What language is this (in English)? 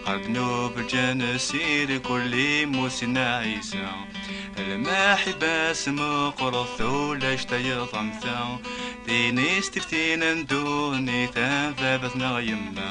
Kabyle